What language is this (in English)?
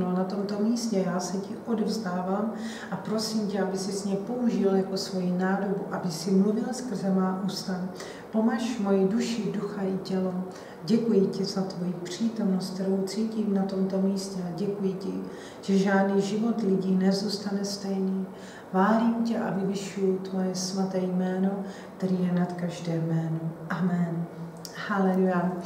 Czech